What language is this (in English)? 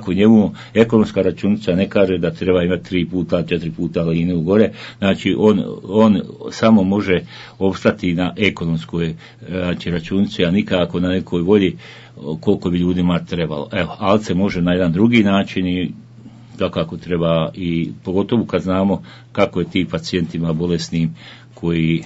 Bosnian